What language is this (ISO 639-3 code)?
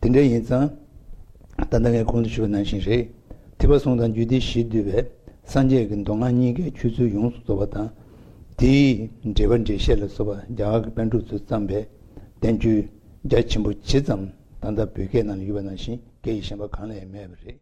bod